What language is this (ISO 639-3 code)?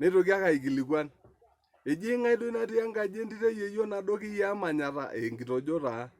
mas